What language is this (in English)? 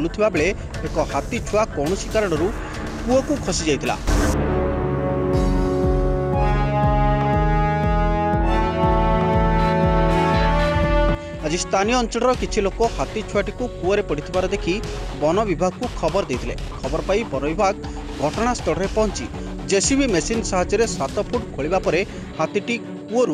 Odia